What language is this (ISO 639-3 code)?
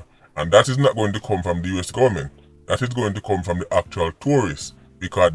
jam